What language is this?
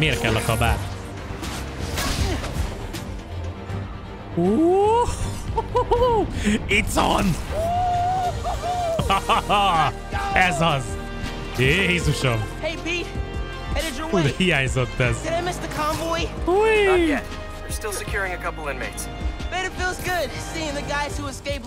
Hungarian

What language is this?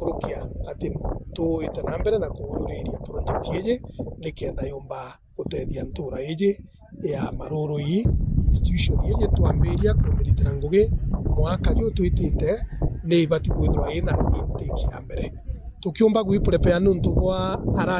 Meru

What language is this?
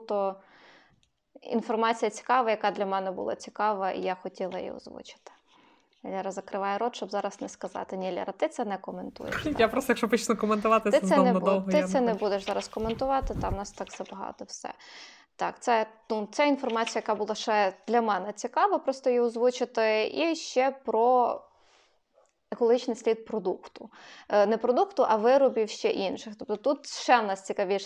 Ukrainian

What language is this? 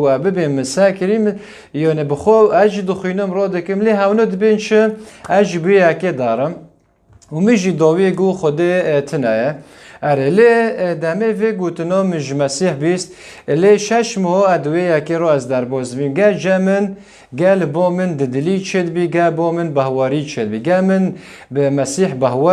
Kurdish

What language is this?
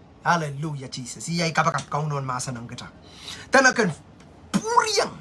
Pohnpeian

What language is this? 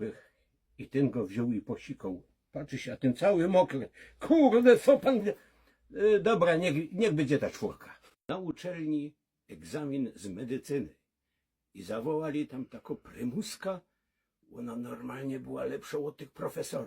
Silesian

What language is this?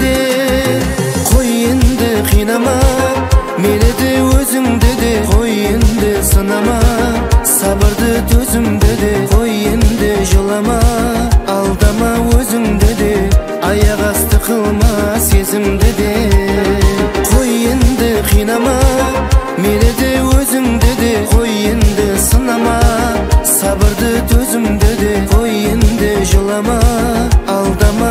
Kazakh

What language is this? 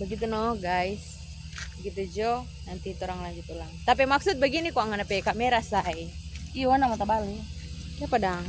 Manado Malay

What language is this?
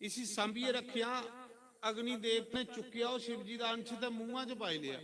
Dogri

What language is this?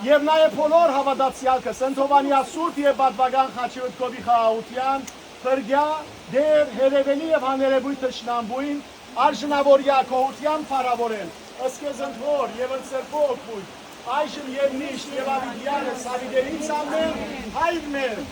Western Armenian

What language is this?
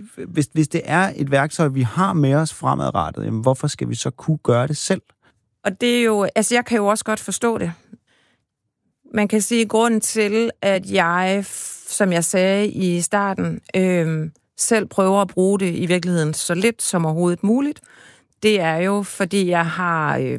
Danish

